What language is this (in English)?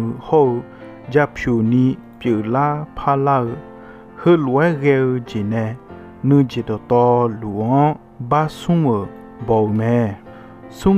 Akha